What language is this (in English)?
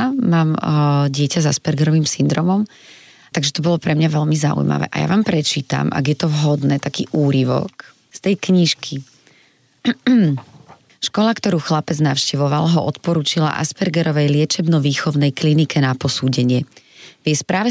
Slovak